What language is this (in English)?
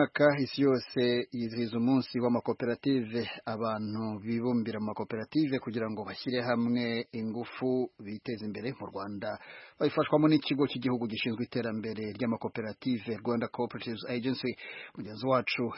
Kinyarwanda